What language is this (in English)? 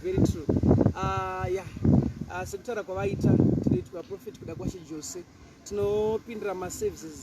Shona